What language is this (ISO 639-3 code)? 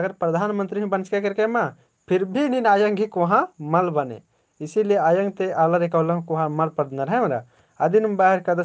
kru